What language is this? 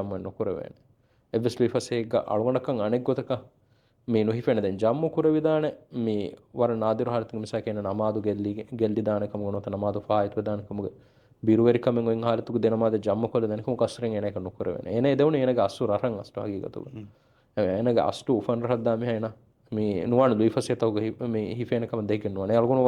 Divehi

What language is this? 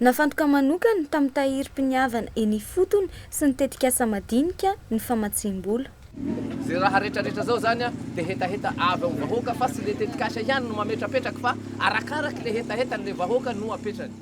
Malagasy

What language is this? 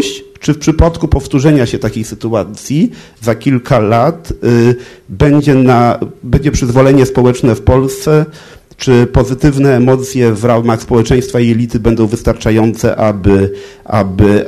Polish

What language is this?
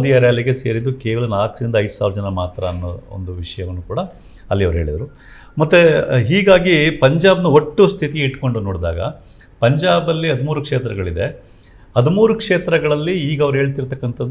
Kannada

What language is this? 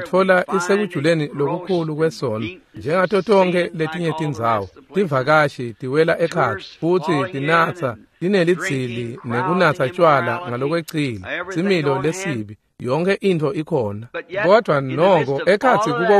Swati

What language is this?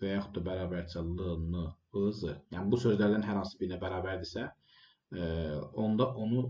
Azerbaijani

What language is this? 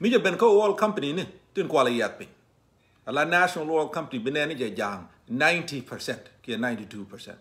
Nuer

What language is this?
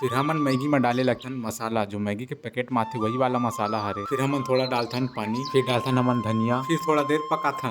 Chhattisgarhi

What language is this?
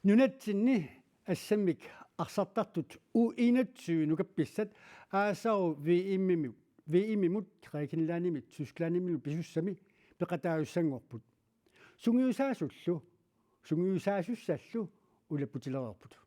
Kalaallisut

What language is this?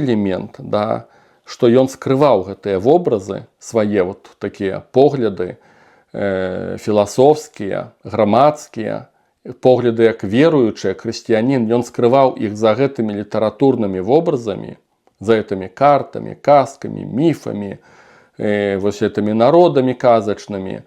Belarusian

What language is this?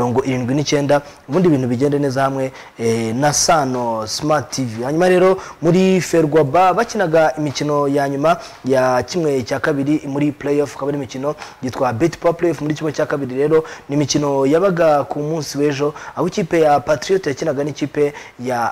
Kinyarwanda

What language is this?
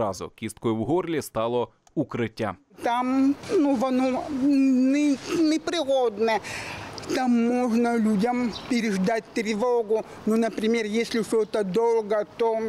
Ukrainian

